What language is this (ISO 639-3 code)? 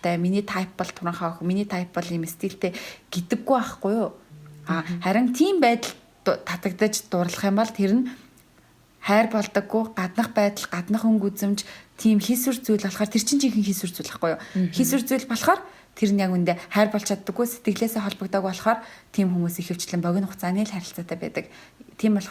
mon